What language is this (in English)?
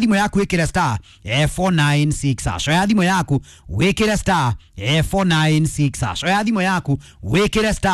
Kikuyu